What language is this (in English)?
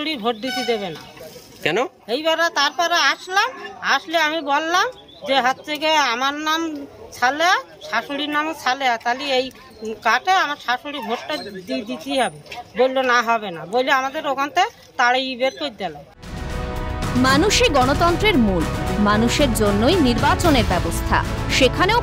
Bangla